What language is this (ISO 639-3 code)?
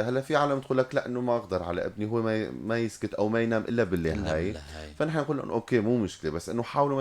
apc